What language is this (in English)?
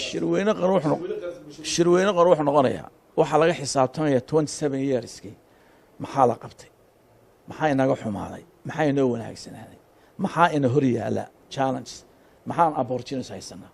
Somali